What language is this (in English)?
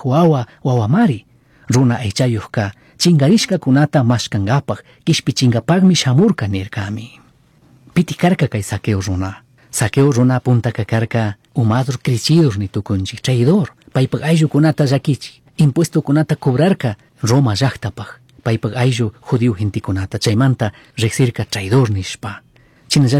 Chimborazo Highland Quichua